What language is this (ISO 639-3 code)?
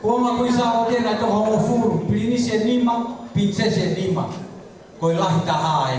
ton